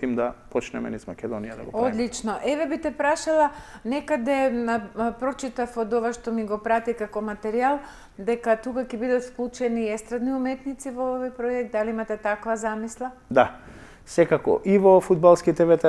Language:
Macedonian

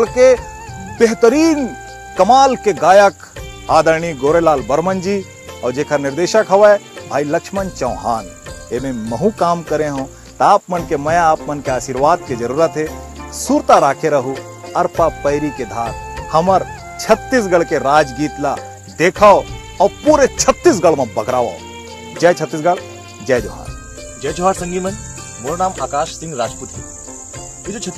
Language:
Chhattisgarhi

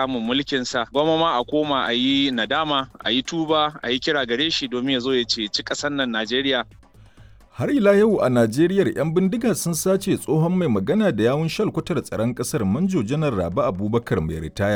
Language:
Hausa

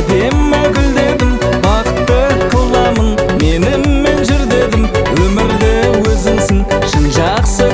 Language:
Kazakh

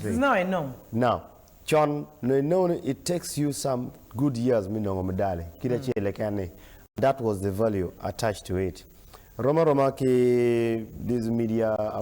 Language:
Acoli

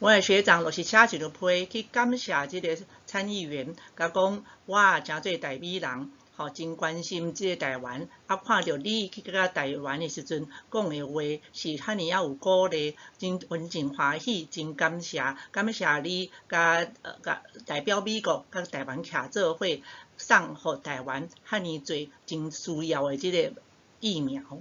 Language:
Min Nan Chinese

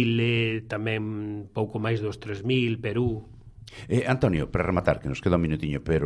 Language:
Galician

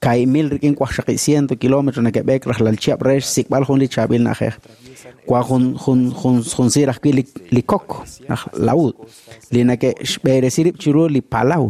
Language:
Kekchí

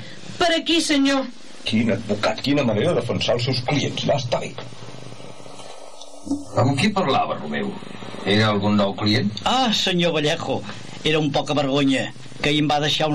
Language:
Catalan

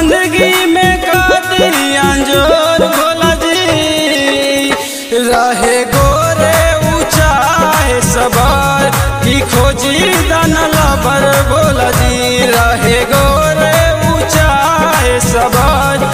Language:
Bhojpuri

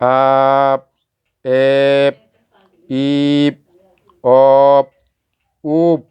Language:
Fula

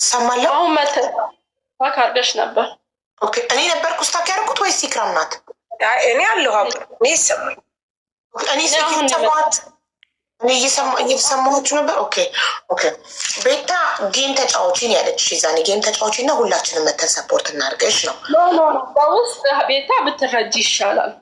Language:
Amharic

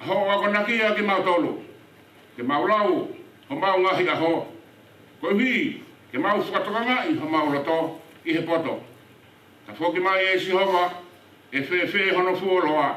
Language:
Tongan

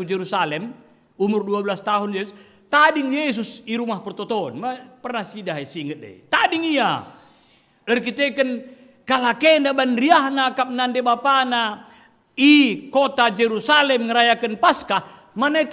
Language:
Batak Karo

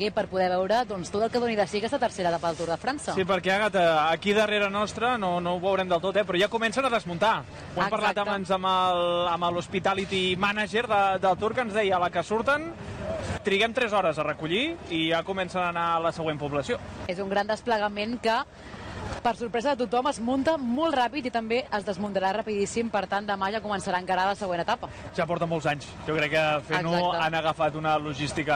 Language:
Catalan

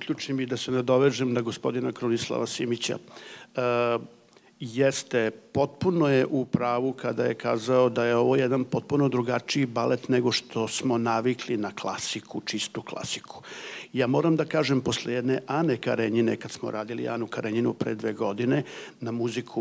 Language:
Serbian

